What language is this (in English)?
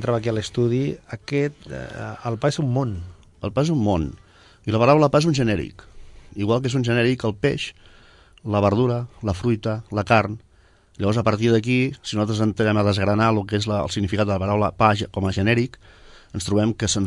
Catalan